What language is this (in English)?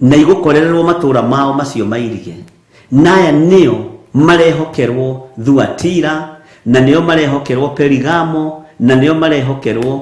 Kikuyu